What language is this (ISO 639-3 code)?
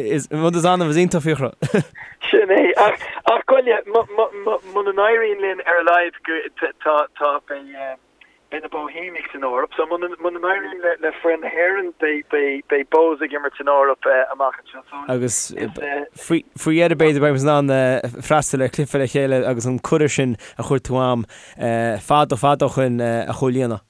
gle